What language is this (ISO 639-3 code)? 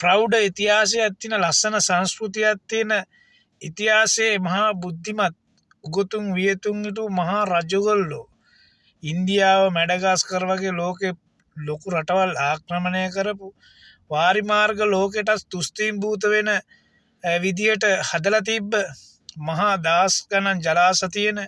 sin